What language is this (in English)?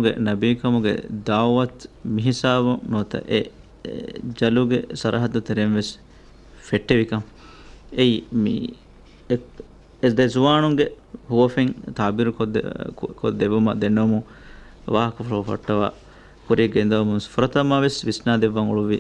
Divehi